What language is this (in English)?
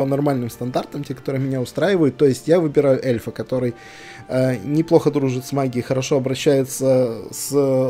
Russian